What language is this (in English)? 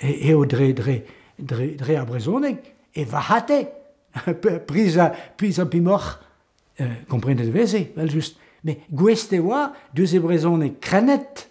Breton